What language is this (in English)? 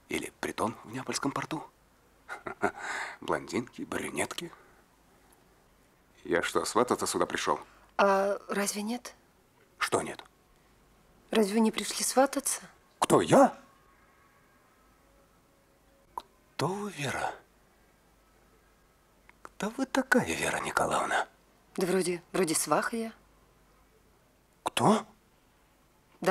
Russian